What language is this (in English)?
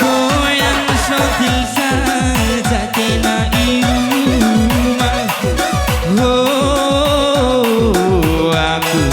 Batak Karo